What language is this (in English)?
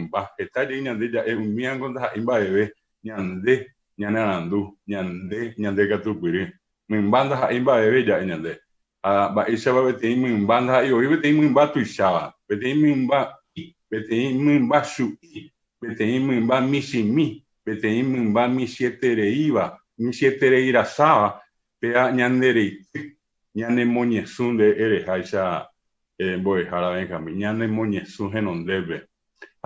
Guarani